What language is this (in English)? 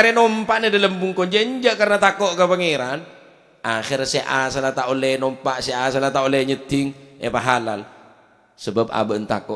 Madurese